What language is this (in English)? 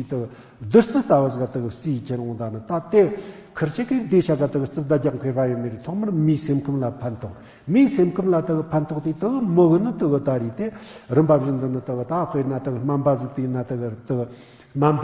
Tibetan